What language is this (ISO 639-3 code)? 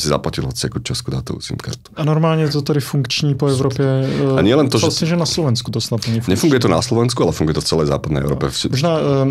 slk